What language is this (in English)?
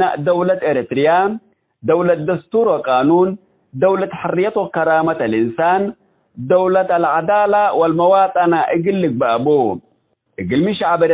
Tigre